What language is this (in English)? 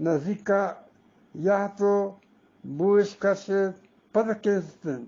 Eastern Balochi